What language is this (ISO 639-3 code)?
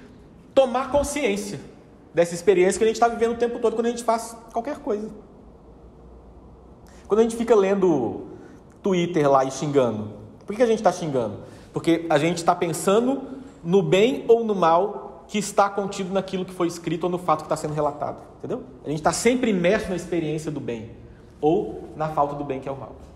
por